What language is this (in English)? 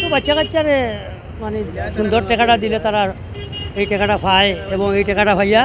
Sylheti